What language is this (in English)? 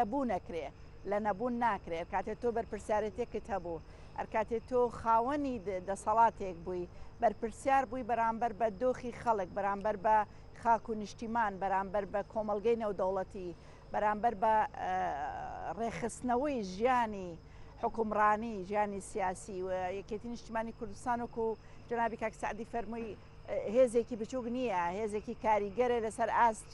Central Kurdish